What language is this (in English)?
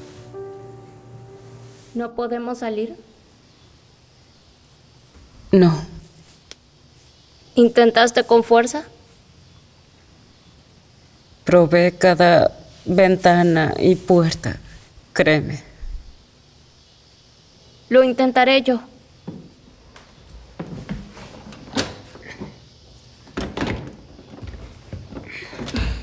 Spanish